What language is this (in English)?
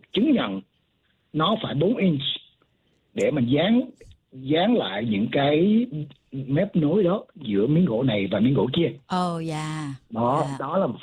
Vietnamese